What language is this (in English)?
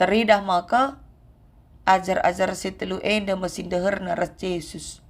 Batak Karo